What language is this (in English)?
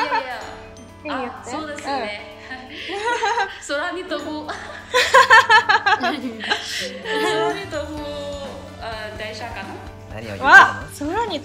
Japanese